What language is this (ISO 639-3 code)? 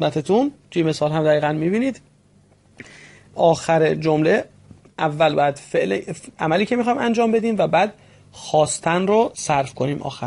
fas